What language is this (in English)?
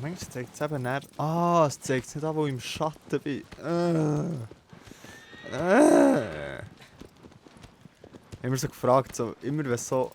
Swiss German